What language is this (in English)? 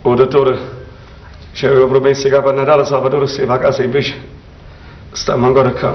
Neapolitan